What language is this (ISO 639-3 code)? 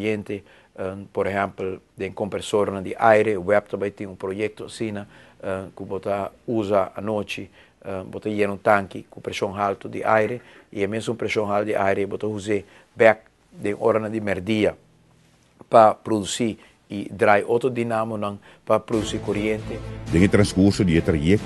pap